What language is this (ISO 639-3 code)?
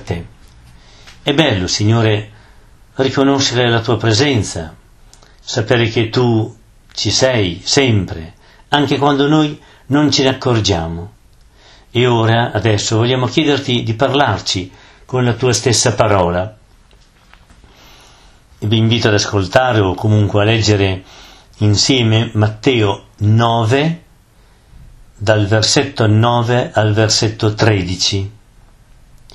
ita